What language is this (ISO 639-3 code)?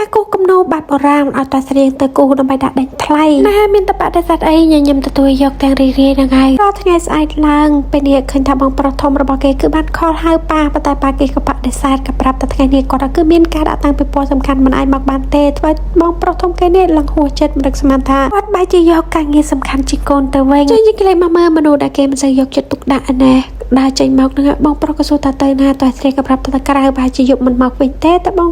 khm